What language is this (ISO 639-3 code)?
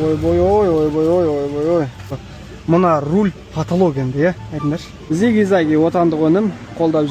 kaz